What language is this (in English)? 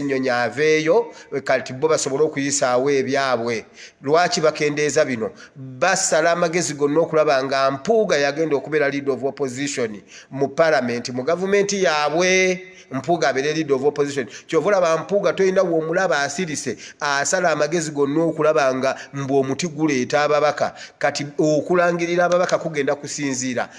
Ganda